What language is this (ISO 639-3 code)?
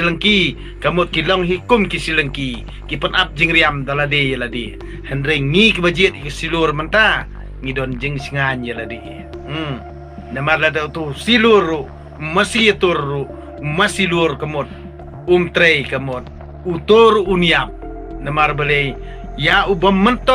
kha